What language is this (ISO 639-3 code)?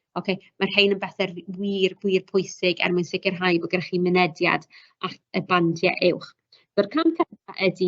cym